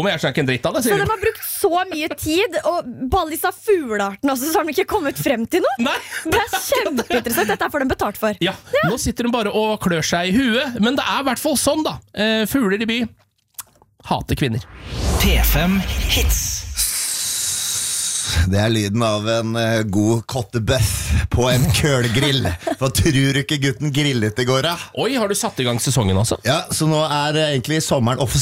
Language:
Norwegian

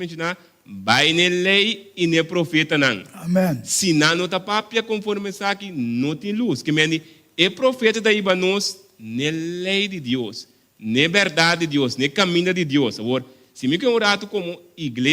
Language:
Papiamento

